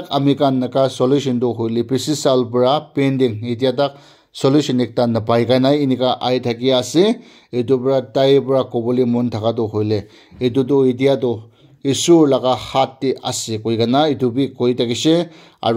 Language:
Naga Pidgin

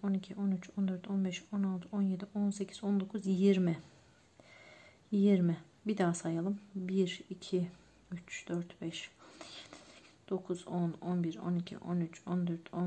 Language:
Turkish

